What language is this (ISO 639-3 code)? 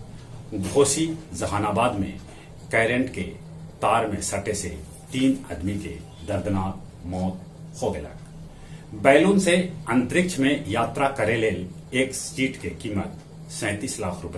mag